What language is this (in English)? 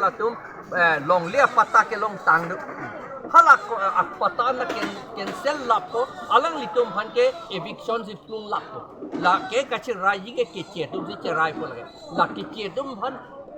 Karbi